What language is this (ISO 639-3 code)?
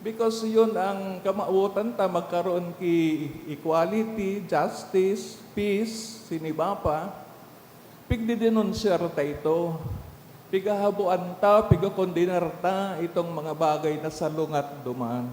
bik